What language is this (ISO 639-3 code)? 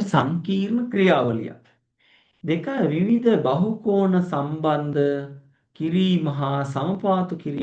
sin